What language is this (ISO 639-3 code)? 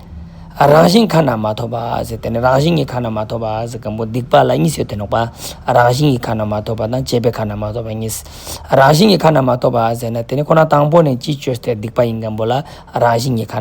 lbj